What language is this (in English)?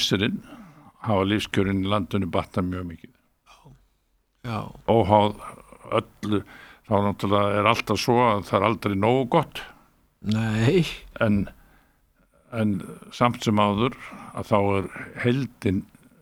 Icelandic